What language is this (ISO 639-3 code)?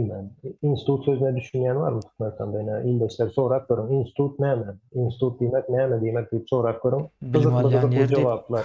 tuk